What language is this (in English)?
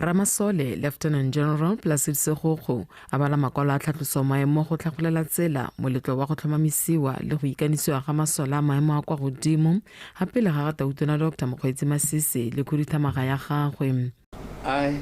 Tswana